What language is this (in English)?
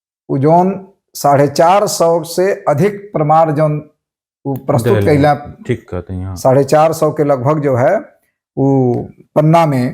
Bhojpuri